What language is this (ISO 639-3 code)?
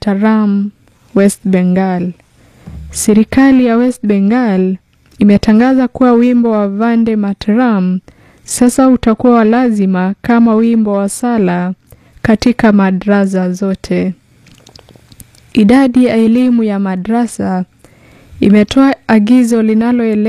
swa